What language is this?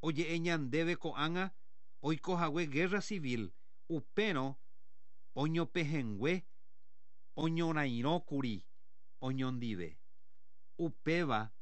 Guarani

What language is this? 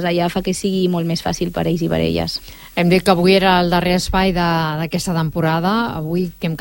Catalan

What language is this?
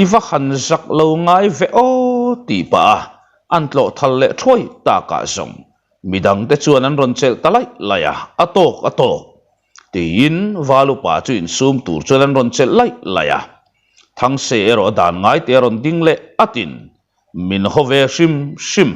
Mizo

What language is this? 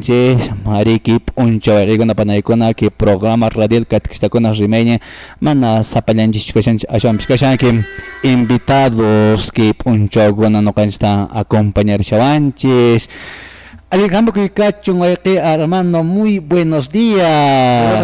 Quechua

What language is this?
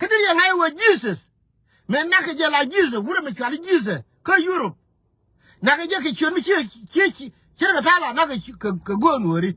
Nuer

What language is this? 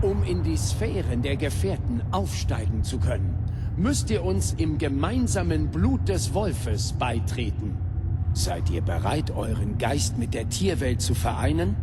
Bavarian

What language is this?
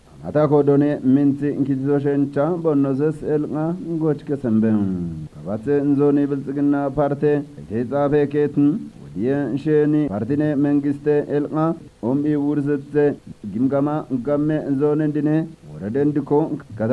Kafa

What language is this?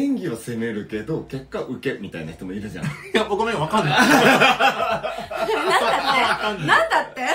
Japanese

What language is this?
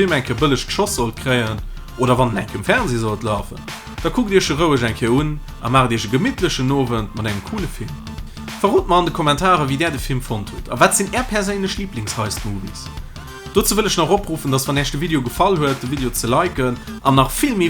Luxembourgish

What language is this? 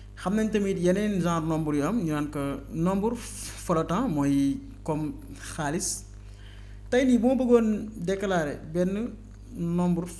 Wolof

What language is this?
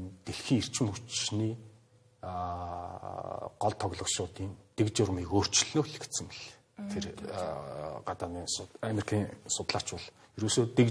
Mongolian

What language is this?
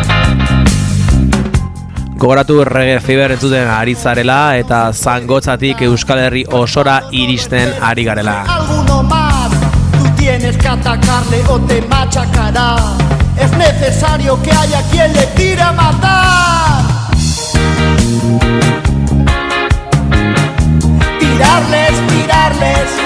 Basque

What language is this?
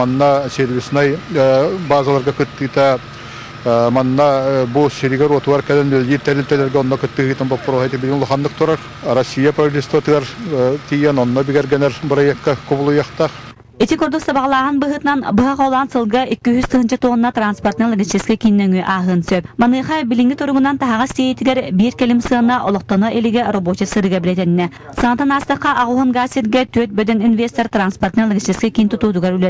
Yakut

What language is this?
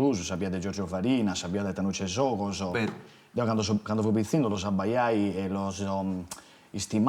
Sardinian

